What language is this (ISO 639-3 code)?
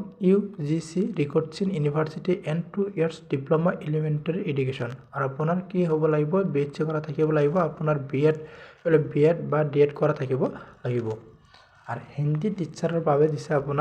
asm